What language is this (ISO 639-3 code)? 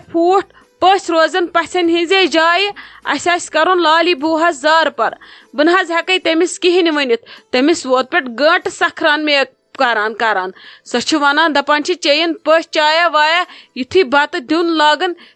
kas